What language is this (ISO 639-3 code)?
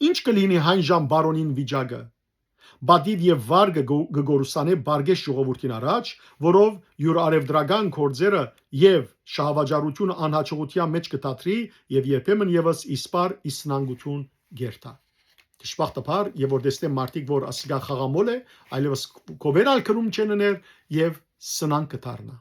hyw